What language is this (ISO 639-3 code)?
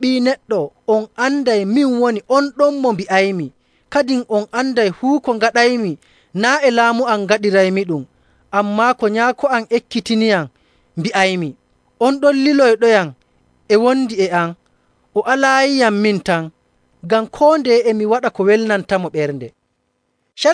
fuv